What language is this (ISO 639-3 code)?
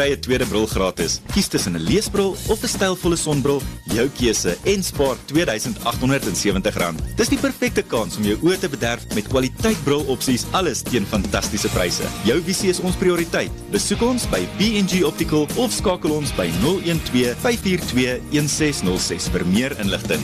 afr